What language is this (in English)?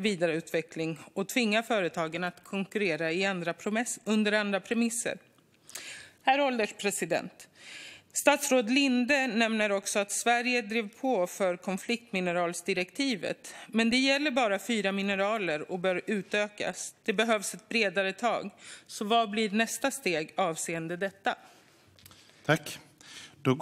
Swedish